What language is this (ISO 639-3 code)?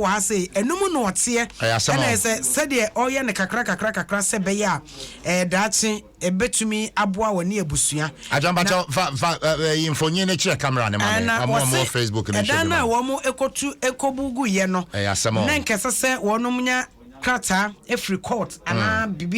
aka